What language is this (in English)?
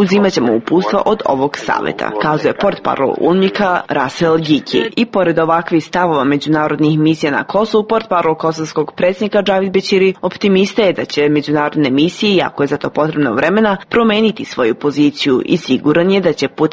Serbian